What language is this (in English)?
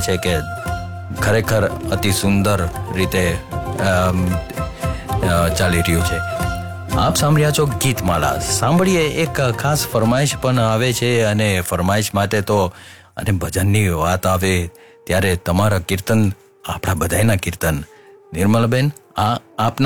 Gujarati